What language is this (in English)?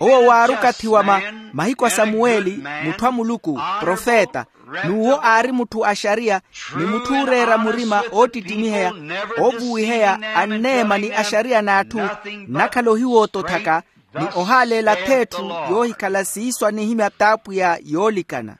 Makhuwa